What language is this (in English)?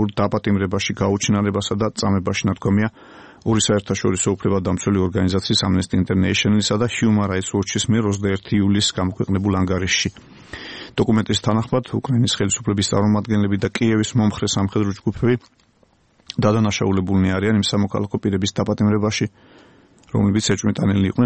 Georgian